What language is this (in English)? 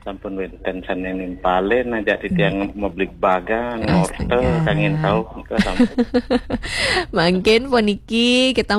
Balinese